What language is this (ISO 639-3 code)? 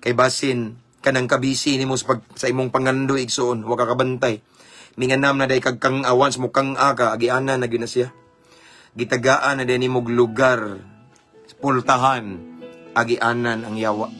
ceb